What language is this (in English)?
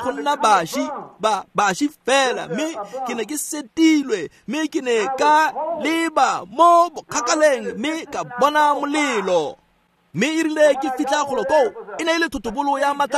Tswana